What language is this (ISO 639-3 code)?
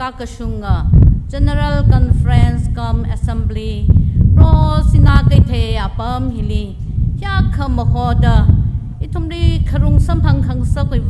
nmf